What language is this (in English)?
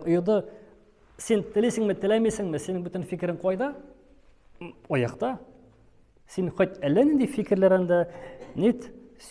Tatar